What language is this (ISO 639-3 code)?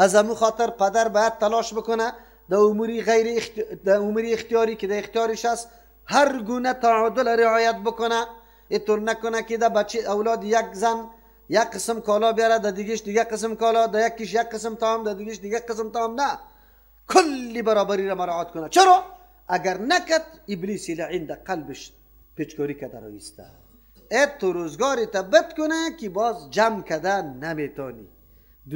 fas